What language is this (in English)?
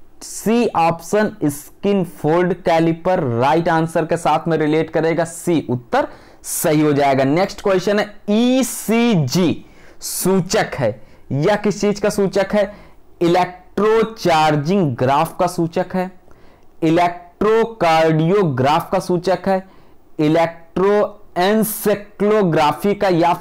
Hindi